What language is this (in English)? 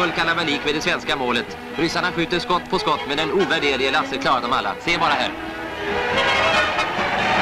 Swedish